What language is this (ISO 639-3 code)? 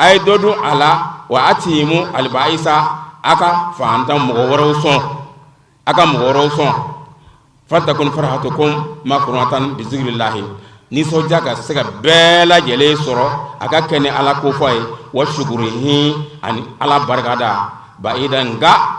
bam